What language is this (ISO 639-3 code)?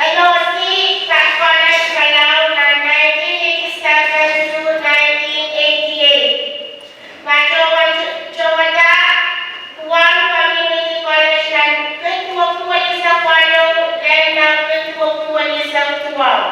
pon